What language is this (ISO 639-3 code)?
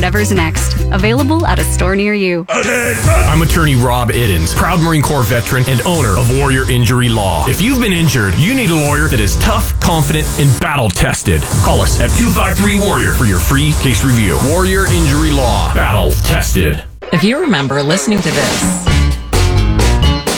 eng